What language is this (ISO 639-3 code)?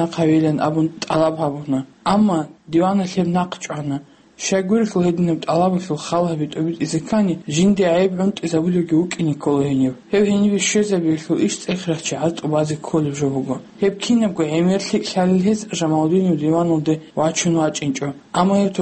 ava